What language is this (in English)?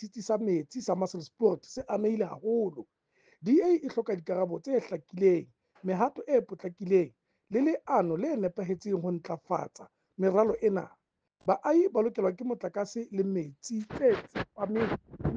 Southern Sotho